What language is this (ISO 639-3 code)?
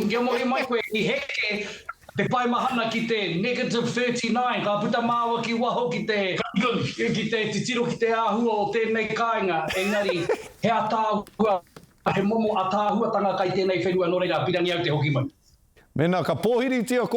mri